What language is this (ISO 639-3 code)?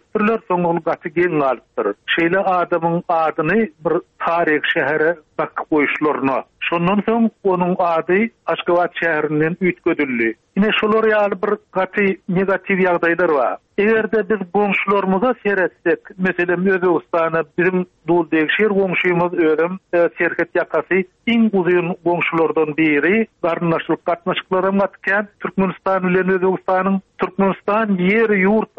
tuk